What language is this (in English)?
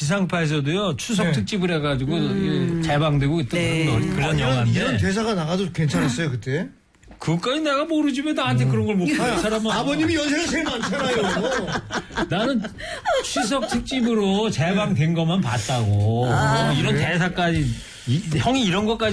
Korean